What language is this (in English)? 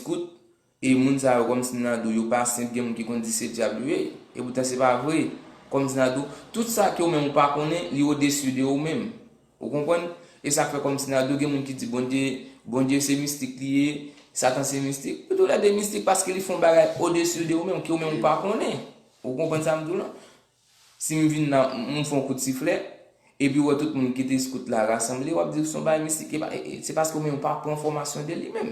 Haitian Creole